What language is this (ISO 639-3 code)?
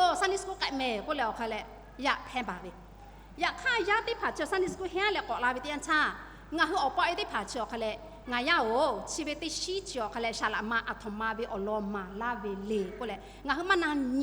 lhu